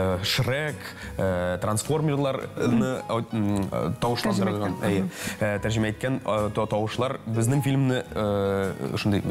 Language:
Tatar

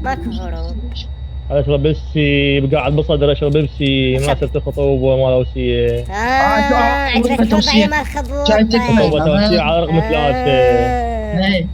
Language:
Mesopotamian Arabic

